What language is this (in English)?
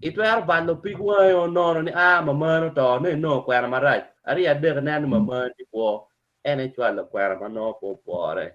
Acoli